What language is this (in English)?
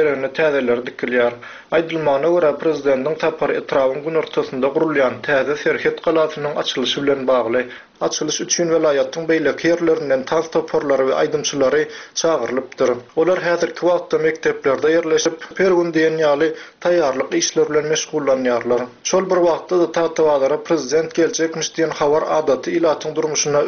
Turkmen